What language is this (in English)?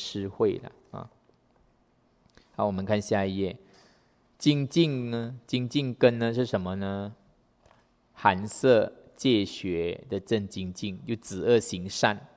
Chinese